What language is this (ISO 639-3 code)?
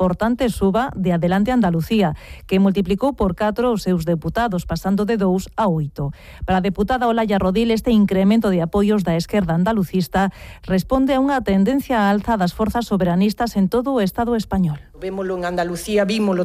glg